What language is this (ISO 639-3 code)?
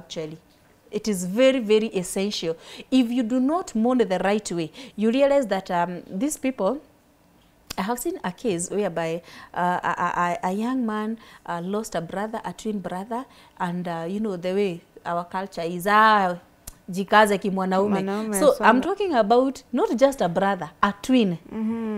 eng